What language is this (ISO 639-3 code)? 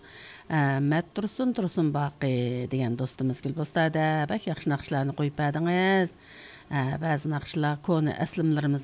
uig